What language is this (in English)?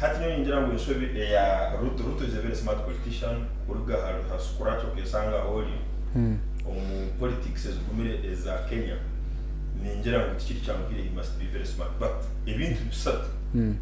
Nyankole